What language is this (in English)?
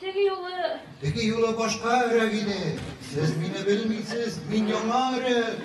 Tatar